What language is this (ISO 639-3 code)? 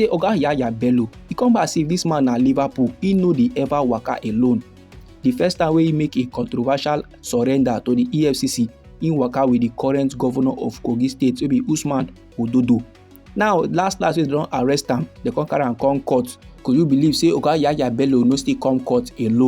pcm